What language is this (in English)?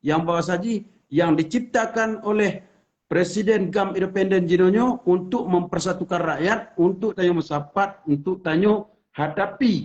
Achinese